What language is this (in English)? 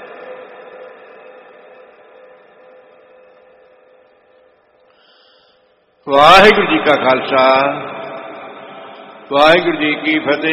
Punjabi